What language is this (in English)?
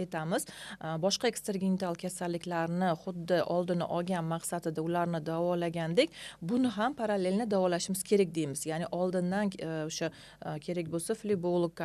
Uzbek